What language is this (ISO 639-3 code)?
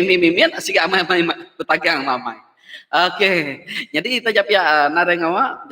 iba